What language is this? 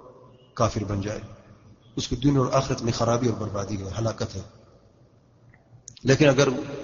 Urdu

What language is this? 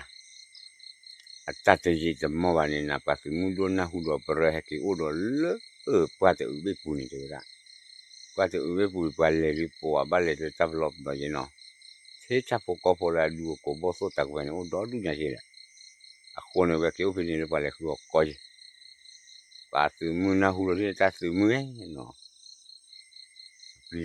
S'gaw Karen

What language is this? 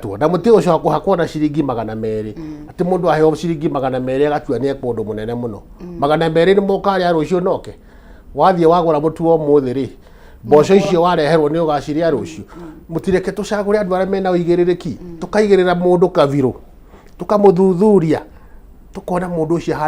Kikuyu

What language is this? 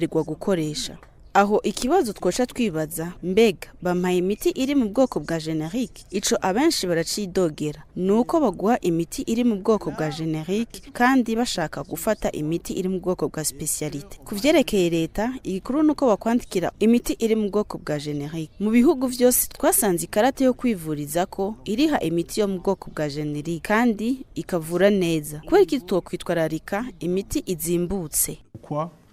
Rundi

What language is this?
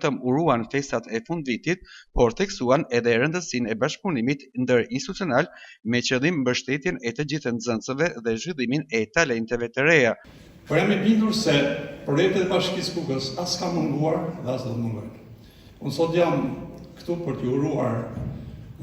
Albanian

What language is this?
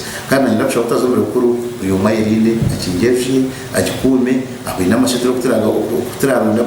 Nyankole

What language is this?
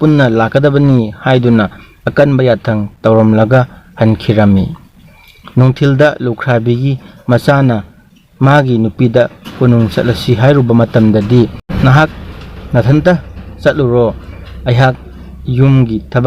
Manipuri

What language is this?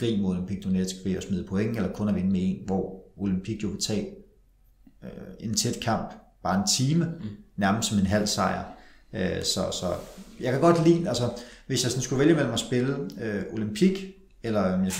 Danish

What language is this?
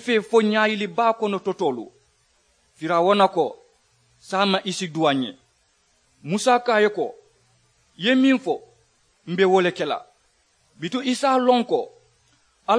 Mandingo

